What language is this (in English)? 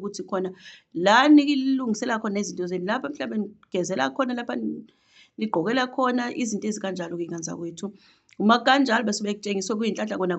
Zulu